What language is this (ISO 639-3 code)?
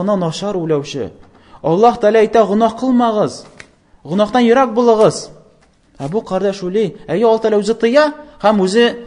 tat